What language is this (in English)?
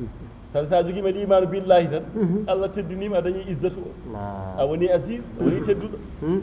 Fula